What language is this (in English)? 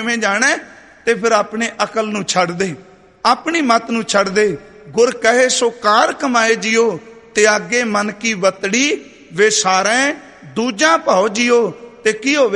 Punjabi